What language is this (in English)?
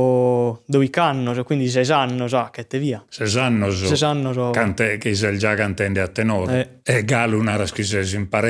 Sardinian